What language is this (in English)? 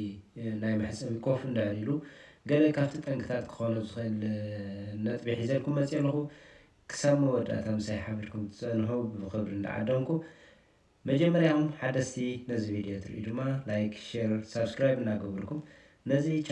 Tigrinya